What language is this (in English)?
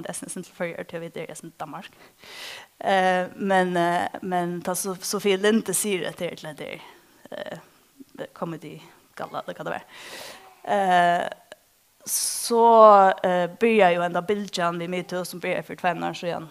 Faroese